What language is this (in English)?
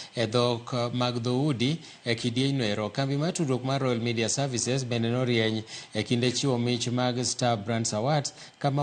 Luo (Kenya and Tanzania)